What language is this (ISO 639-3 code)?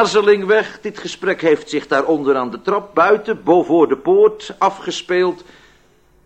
nld